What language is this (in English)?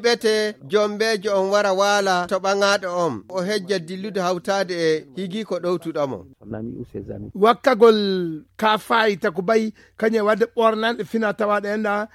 Fula